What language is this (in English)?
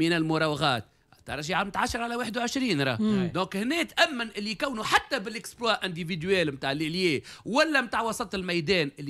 Tunisian Arabic